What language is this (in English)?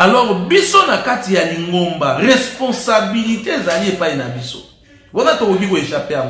Lingala